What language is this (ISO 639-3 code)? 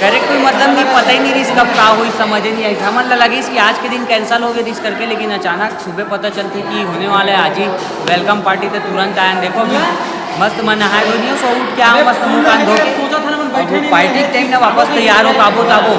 hne